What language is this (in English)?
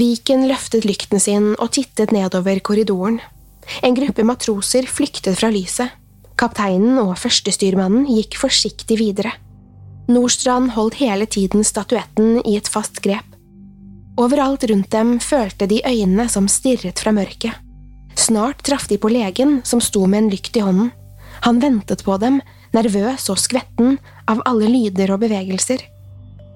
Norwegian